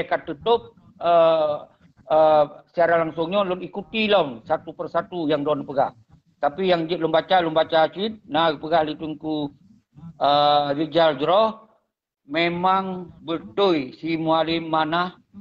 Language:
Achinese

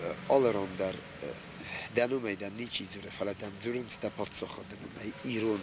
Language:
Ossetic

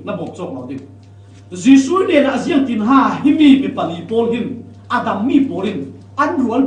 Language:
Falam Chin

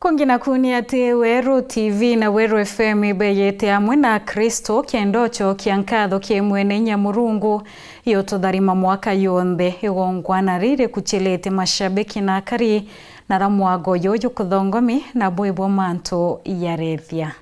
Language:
Meru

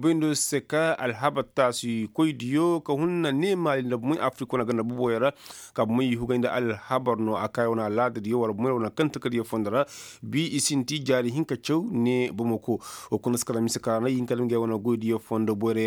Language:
Koyraboro Senni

